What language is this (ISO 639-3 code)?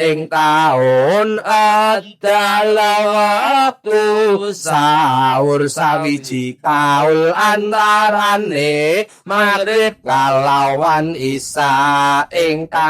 jav